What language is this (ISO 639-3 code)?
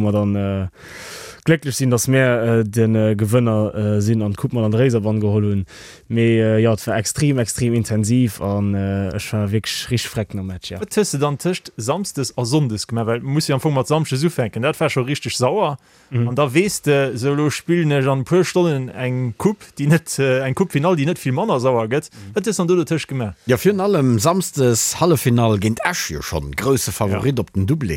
ltz